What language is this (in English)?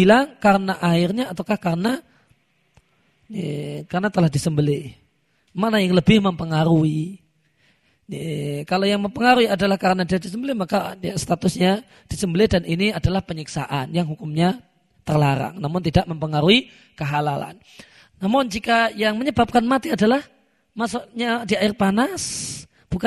Indonesian